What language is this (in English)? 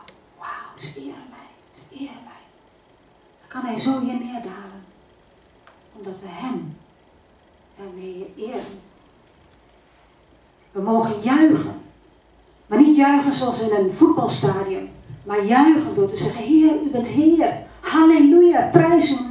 Dutch